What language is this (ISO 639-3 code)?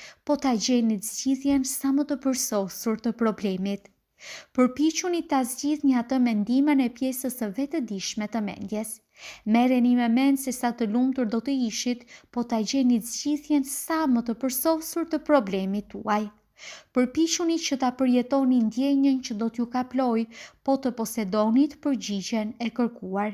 sqi